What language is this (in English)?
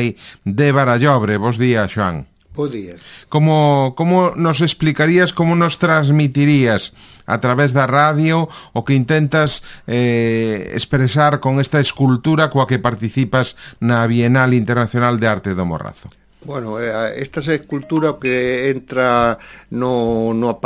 Galician